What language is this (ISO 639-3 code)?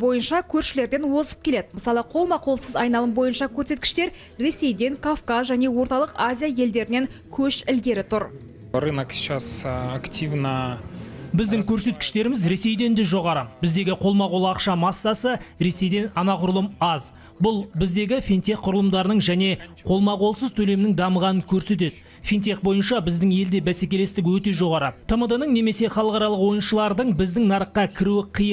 kaz